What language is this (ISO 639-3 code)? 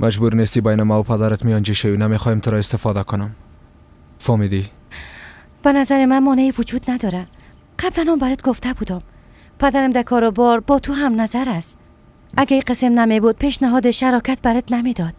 fas